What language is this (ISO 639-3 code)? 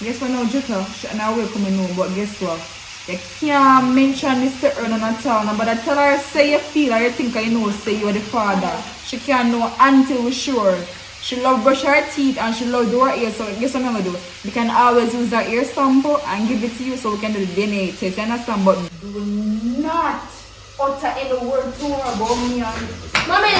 jam